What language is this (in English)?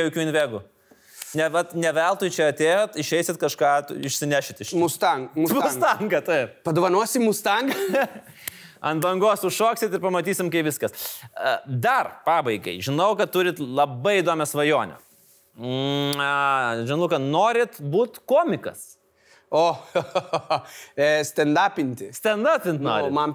Lithuanian